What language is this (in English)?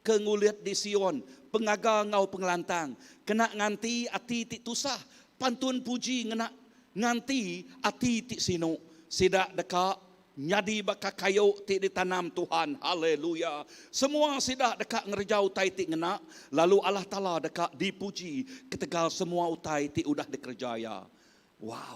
Iban